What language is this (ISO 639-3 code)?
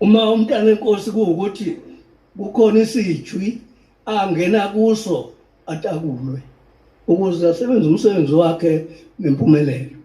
zul